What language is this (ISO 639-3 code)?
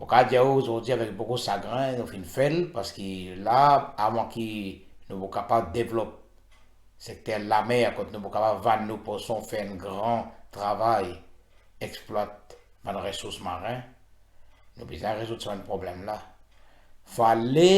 mfe